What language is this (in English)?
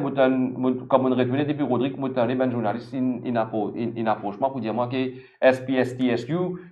Morisyen